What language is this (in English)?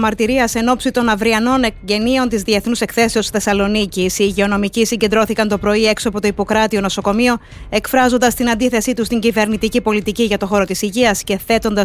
Greek